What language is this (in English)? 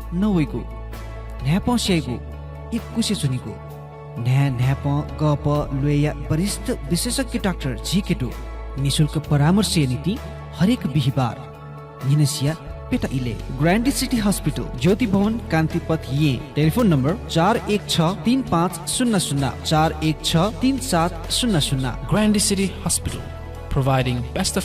Newari